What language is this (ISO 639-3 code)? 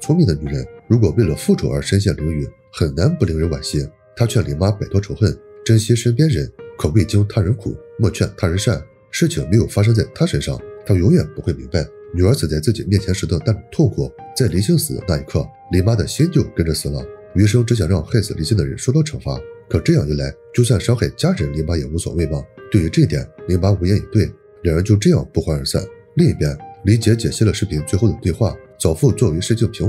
zho